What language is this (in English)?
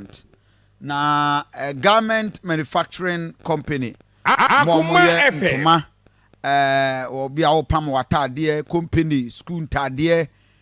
Akan